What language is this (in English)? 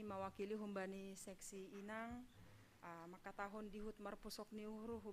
Batak Simalungun